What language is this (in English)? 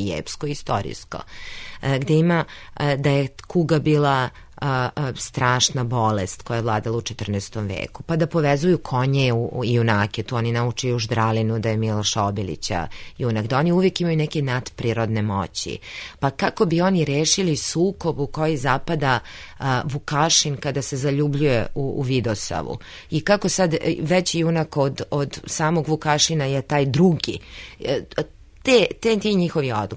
Serbian